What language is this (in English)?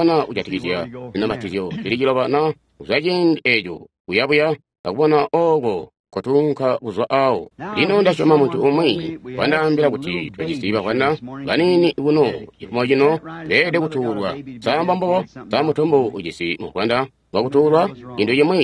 Tonga (Zambia)